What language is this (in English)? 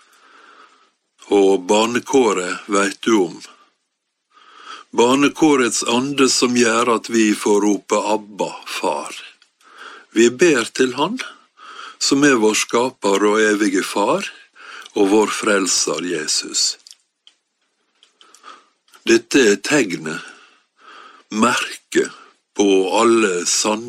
Norwegian